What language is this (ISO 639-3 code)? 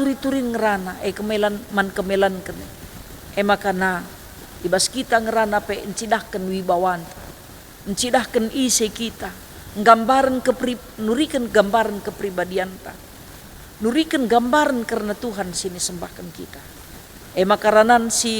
btx